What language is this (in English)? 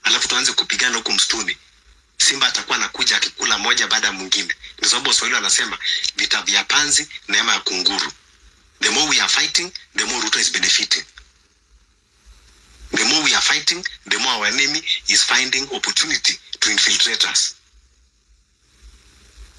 Swahili